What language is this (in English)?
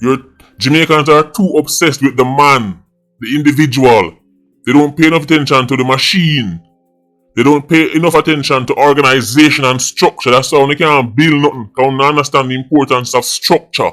Jamaican Creole English